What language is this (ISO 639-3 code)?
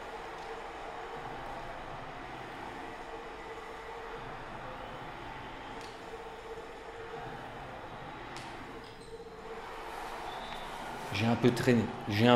fra